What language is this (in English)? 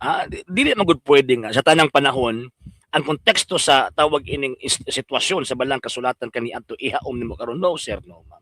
Cebuano